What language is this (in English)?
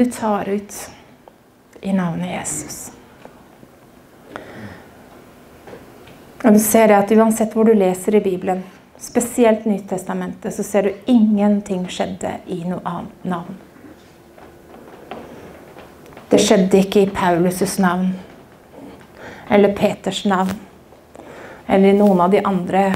Norwegian